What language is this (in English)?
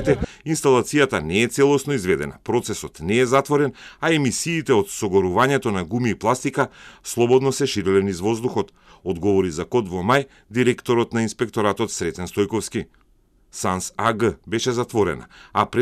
Macedonian